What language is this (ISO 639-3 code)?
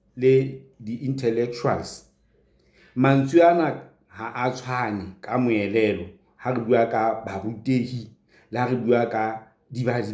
sot